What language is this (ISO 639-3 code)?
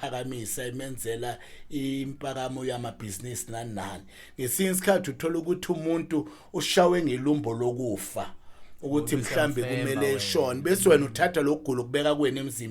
zul